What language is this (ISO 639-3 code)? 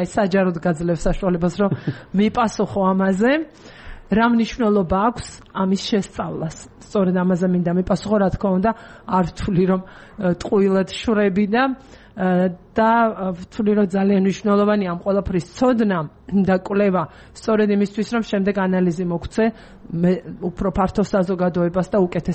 kat